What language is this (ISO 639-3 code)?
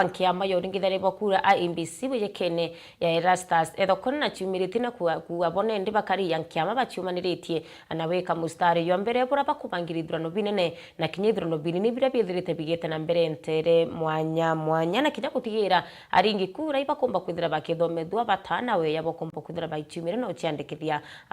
mer